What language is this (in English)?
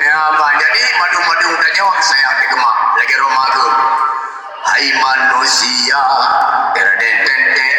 Achinese